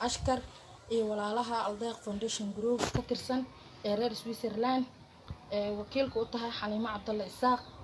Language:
Somali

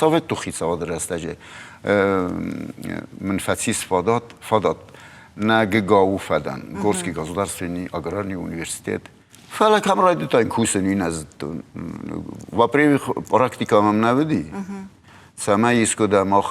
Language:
Ossetic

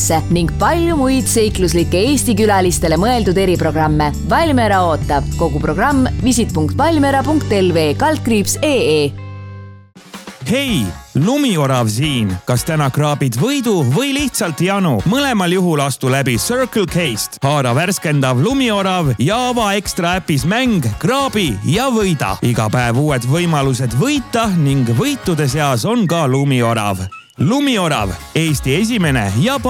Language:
Estonian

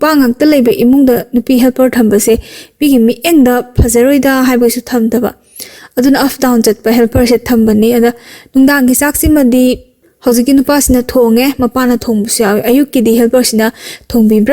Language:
Manipuri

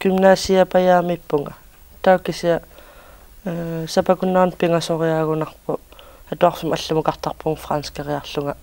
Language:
Kalaallisut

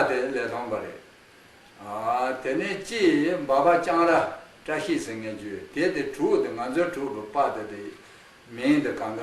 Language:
Khams Tibetan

